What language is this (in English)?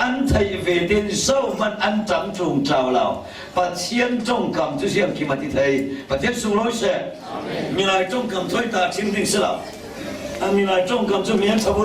Falam Chin